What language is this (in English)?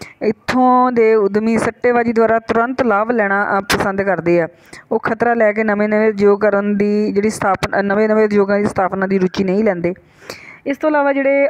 Punjabi